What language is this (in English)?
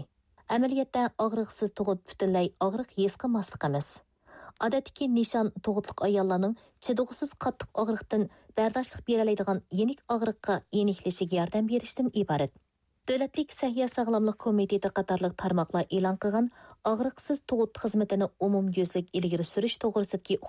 Uyghur